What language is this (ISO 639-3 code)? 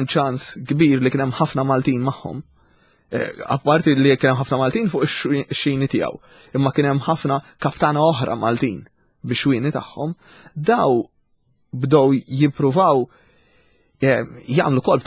mlt